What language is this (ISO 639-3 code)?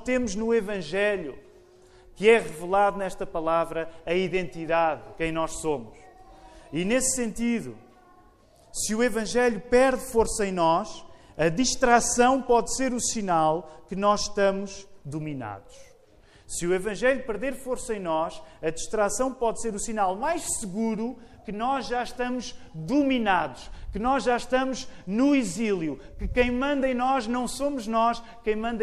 por